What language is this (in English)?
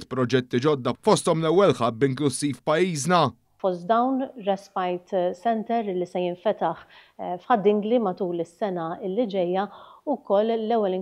Maltese